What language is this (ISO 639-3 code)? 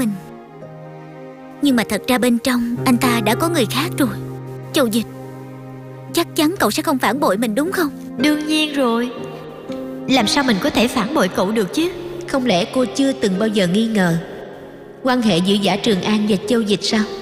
vie